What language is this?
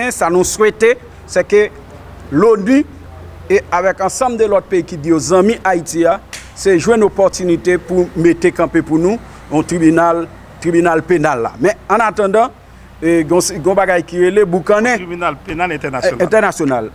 Haitian Creole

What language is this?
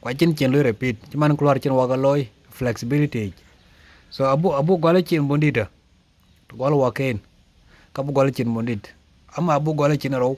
Dinka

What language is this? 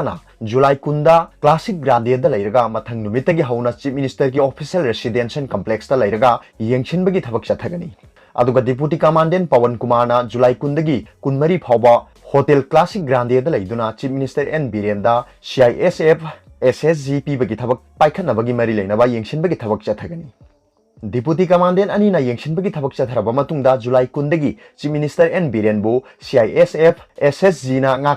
Manipuri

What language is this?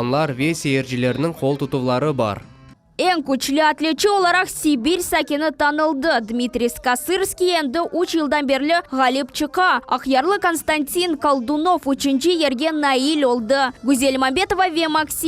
Crimean Tatar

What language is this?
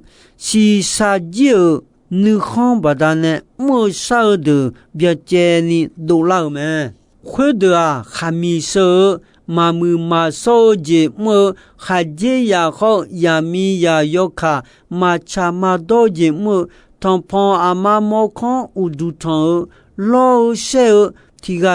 Akha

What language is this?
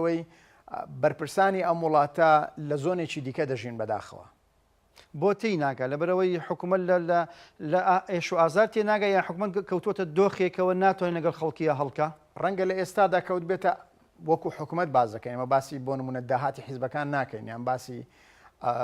Central Kurdish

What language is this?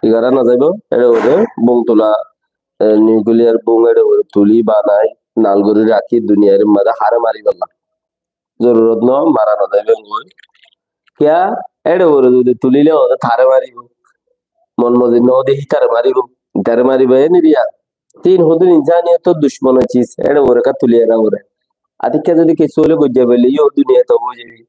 Rohingya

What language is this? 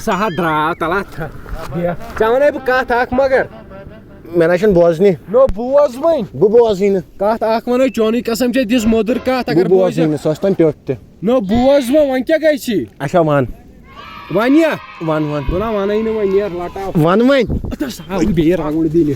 Kashmiri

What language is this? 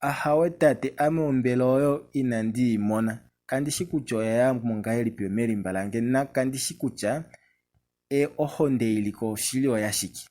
Kuanyama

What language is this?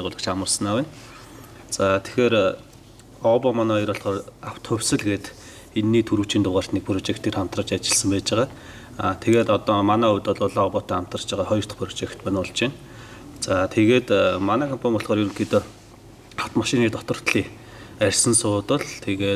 Mongolian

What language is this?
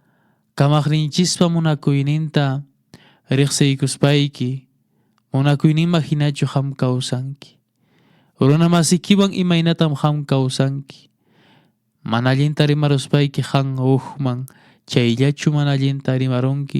Quechua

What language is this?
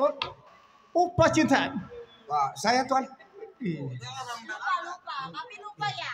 Betawi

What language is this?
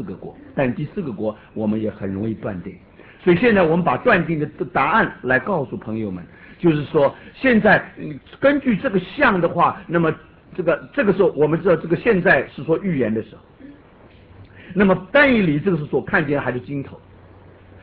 Chinese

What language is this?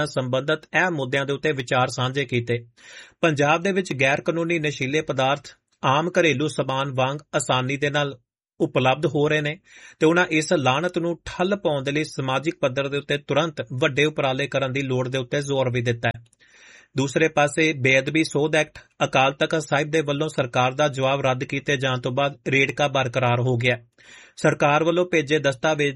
Punjabi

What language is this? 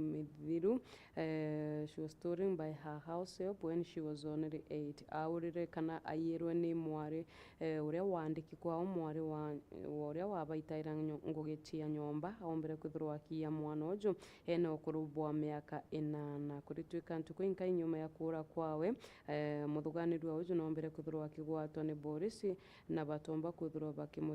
Meru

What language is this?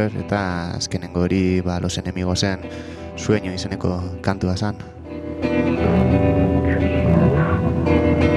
Basque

